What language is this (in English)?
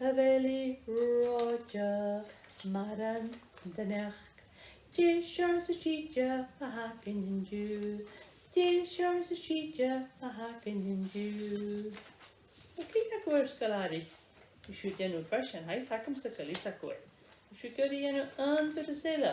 Scottish Gaelic